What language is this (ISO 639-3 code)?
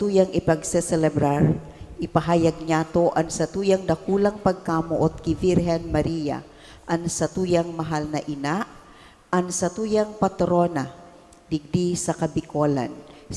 bik